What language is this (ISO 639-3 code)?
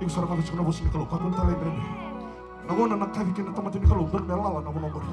fij